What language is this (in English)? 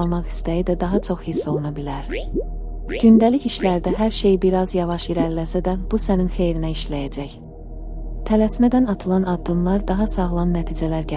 Azerbaijani